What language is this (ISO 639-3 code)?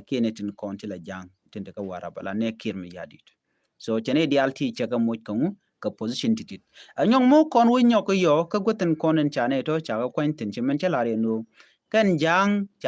nus